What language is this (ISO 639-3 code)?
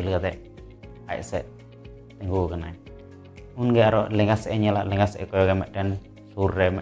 sat